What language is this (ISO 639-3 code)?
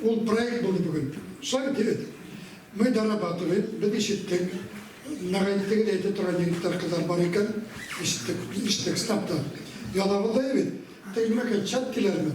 bak